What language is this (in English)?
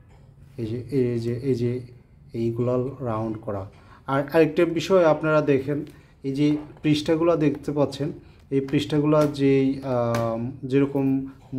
Bangla